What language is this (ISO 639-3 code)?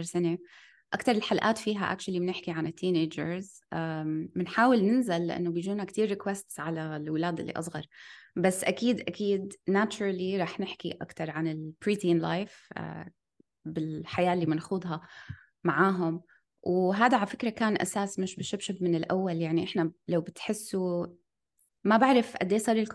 apc